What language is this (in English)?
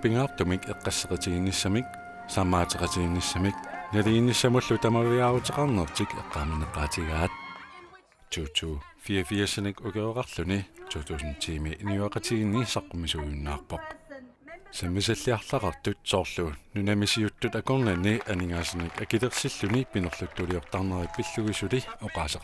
Kalaallisut